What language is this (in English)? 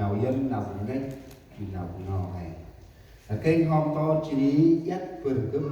Central Mnong